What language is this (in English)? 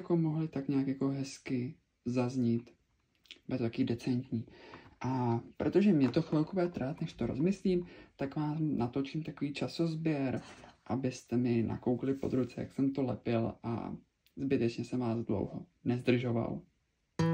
Czech